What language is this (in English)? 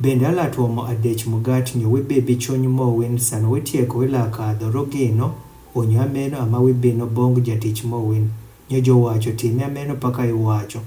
Adhola